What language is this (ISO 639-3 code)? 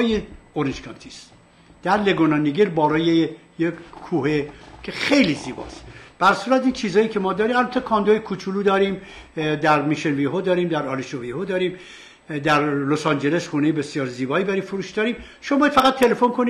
fas